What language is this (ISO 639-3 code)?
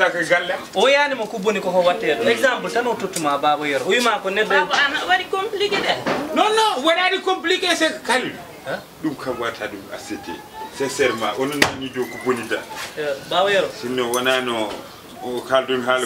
ful